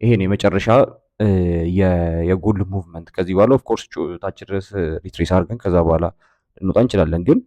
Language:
Amharic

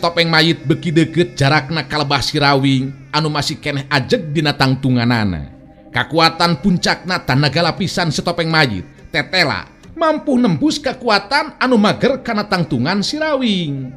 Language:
Sundanese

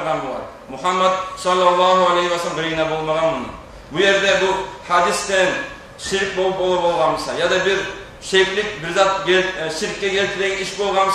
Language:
Kumyk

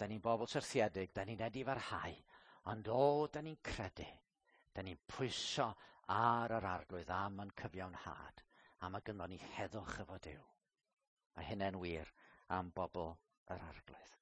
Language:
Welsh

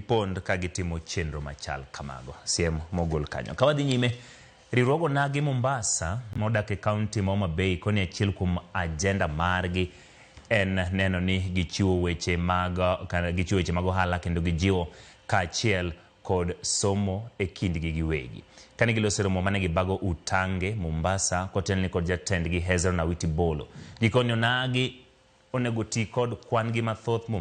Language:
Luo (Kenya and Tanzania)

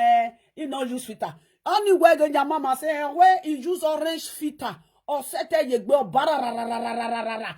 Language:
Nigerian Pidgin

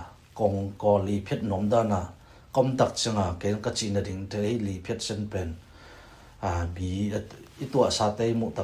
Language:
Tedim Chin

